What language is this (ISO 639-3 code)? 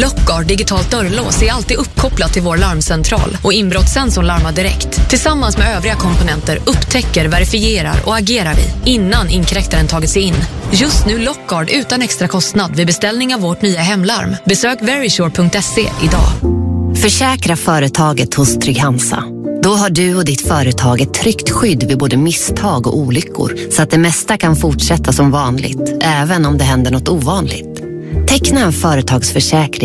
swe